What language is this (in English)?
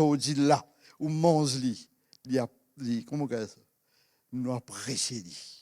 Morisyen